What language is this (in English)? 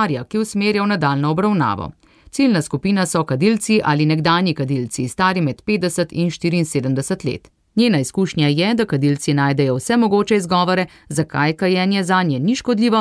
Slovenian